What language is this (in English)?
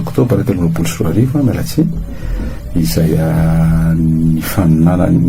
Malagasy